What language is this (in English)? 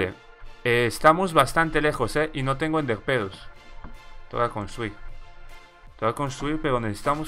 Spanish